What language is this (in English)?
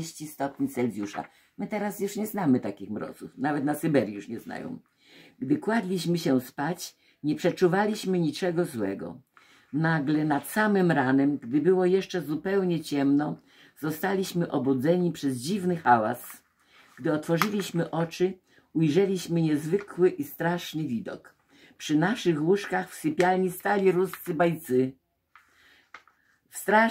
Polish